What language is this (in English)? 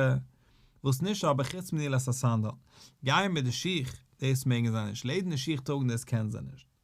Yiddish